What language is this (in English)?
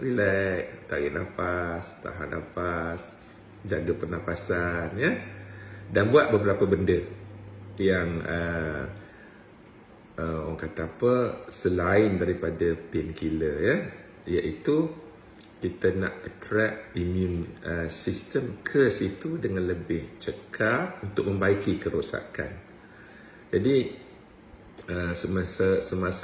Malay